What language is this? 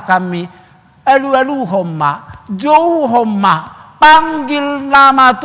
Batak Toba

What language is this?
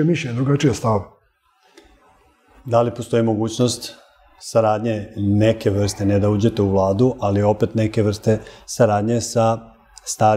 Serbian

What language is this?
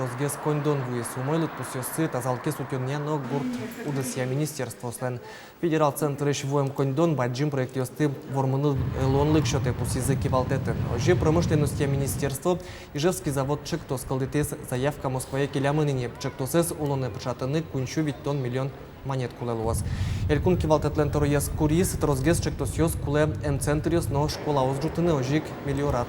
Udmurt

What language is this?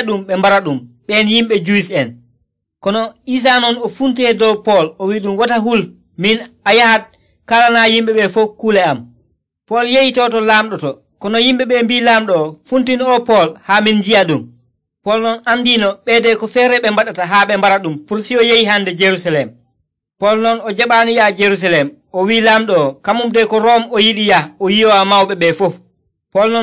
Nigerian Fulfulde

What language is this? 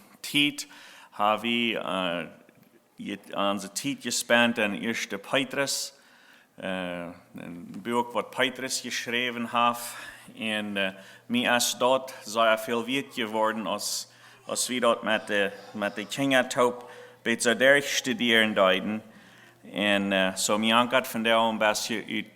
Plautdietsch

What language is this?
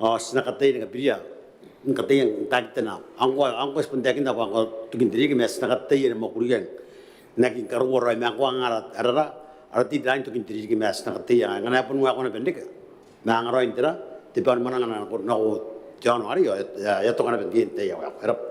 Gilbertese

